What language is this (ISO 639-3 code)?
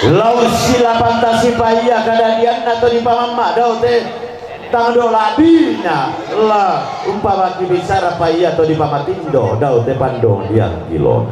sda